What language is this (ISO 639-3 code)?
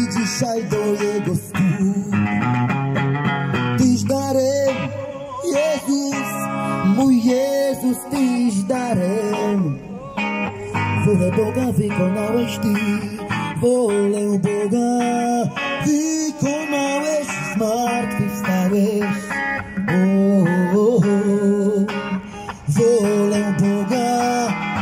pol